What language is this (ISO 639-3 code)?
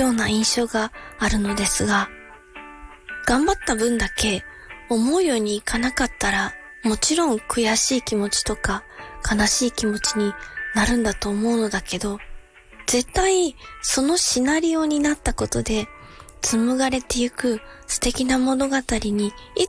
jpn